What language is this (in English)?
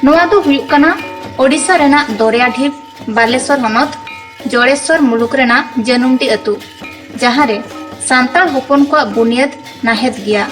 Santali